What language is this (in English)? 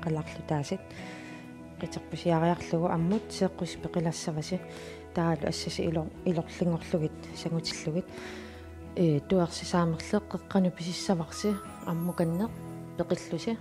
Kalaallisut